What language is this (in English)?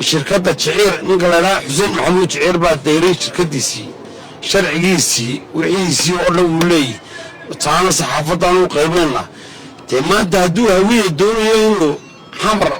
Somali